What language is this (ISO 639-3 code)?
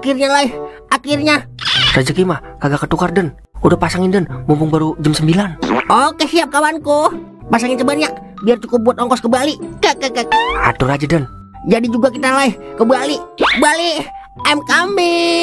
bew